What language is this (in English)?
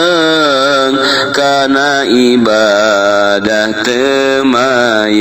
Sundanese